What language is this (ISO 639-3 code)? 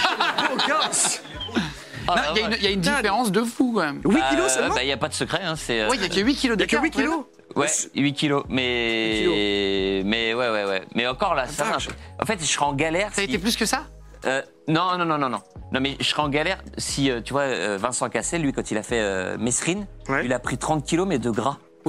fra